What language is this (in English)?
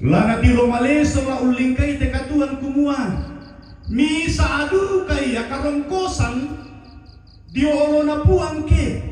Toraja-Sa'dan